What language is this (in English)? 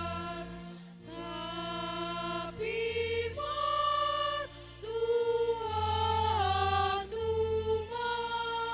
Batak Simalungun